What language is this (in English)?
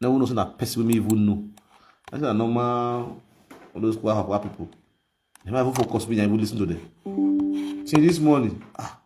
Nigerian Pidgin